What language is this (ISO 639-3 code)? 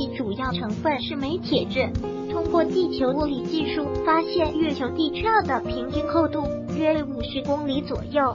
zho